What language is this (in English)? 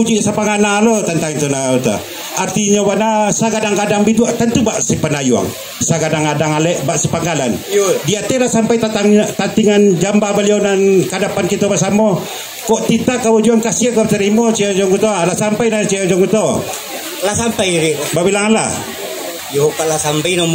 Minangkabau